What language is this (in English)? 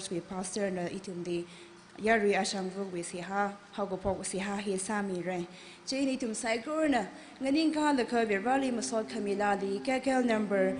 Tangkhul Naga (India)